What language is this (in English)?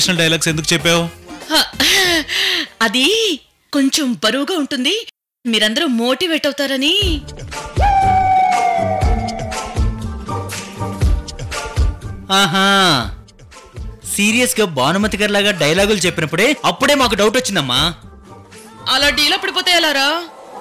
Telugu